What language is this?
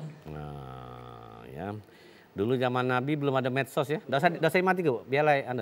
Musi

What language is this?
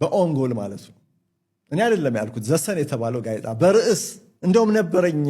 Amharic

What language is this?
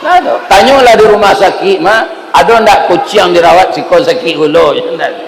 Minangkabau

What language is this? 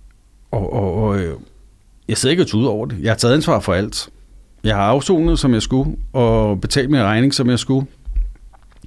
Danish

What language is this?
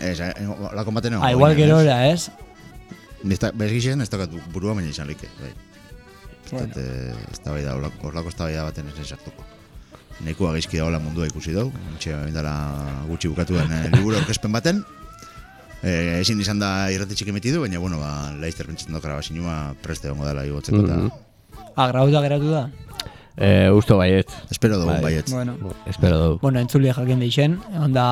Basque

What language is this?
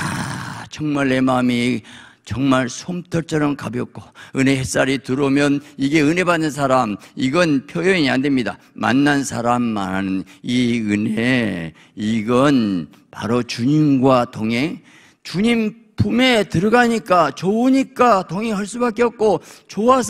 Korean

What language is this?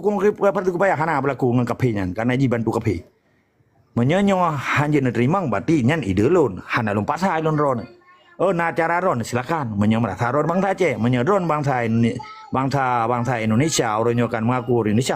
Achinese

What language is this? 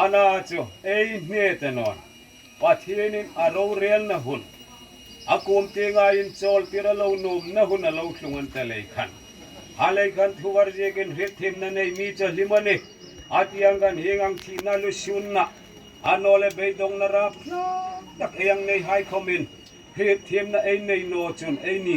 Hmar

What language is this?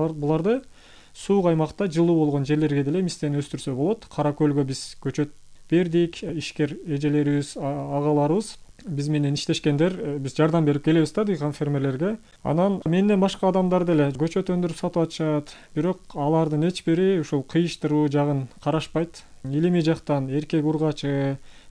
Kyrgyz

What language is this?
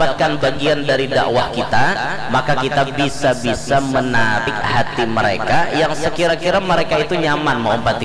Banjar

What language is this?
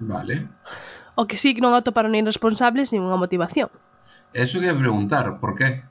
Galician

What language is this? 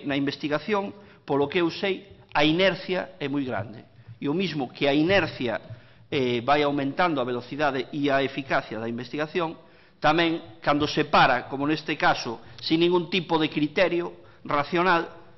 Galician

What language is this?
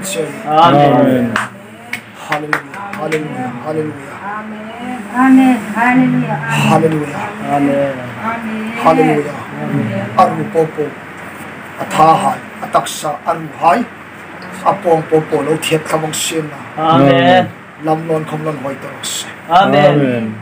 Hmar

